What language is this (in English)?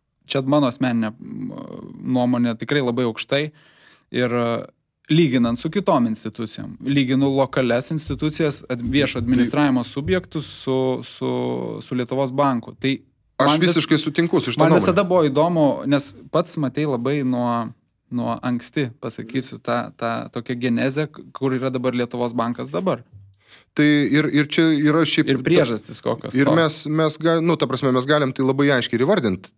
Lithuanian